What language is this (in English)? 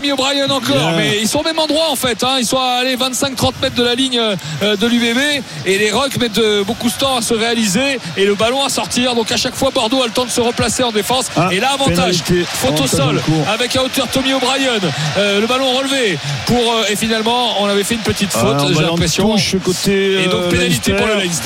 French